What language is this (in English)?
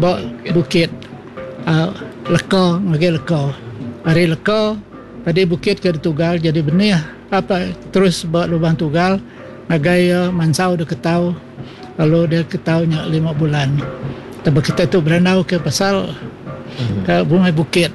Iban